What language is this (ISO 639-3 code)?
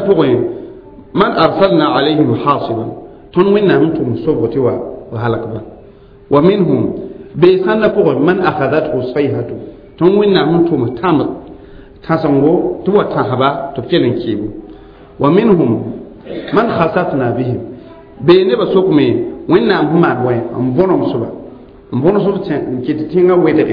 mos